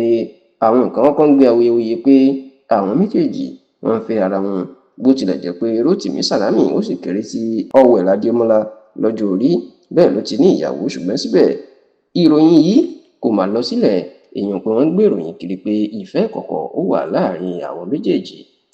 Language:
Yoruba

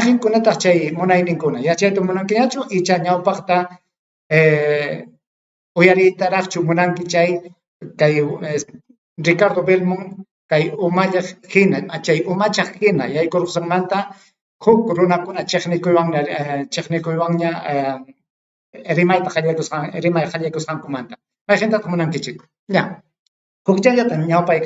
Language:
Ayacucho Quechua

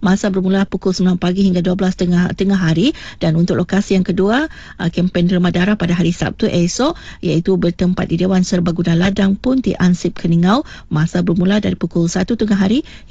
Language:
Malay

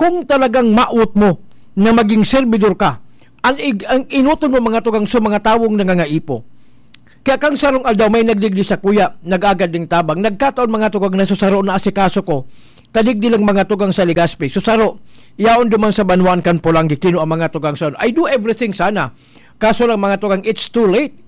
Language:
Bikol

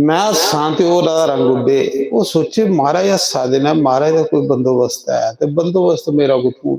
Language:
Dogri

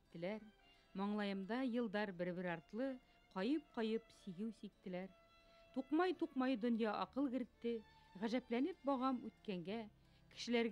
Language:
Bashkir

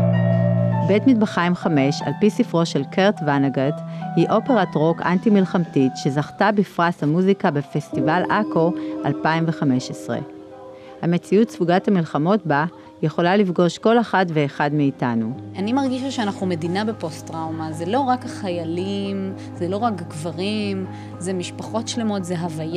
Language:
Hebrew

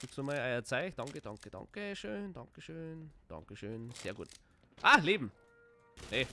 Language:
Bavarian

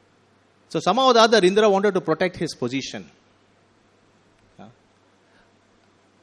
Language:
English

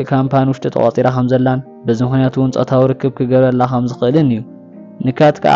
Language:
Tigrinya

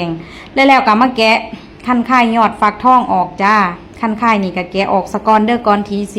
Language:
Northeastern Thai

